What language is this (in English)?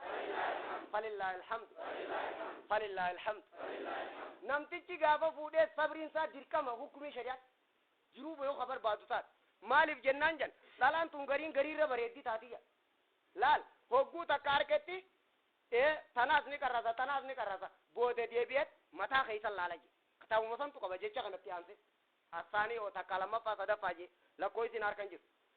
Oromo